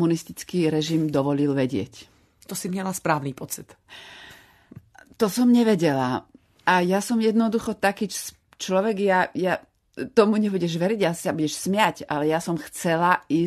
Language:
Slovak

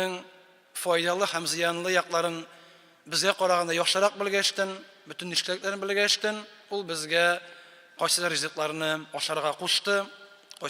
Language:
Tatar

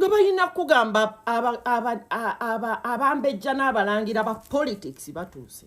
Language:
Ganda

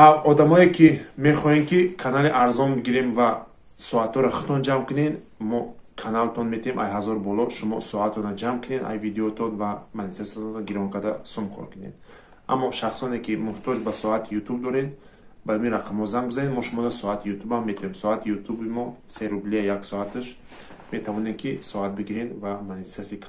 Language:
Tajik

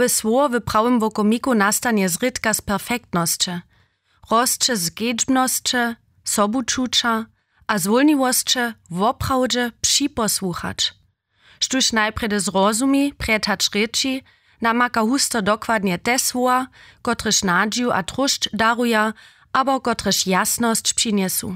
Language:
Upper Sorbian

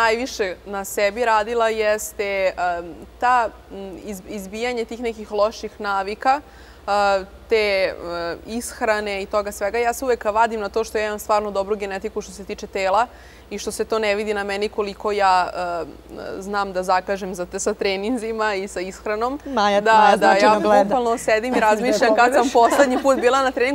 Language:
Serbian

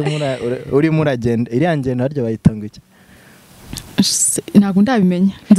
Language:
Kinyarwanda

